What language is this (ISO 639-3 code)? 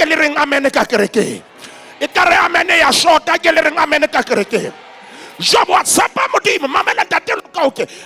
sot